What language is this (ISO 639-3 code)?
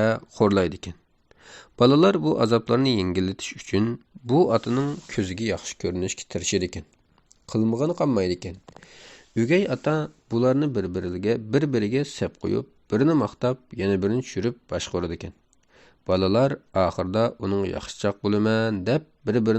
uig